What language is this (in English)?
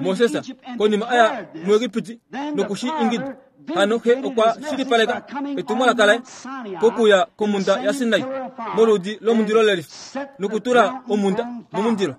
Kuanyama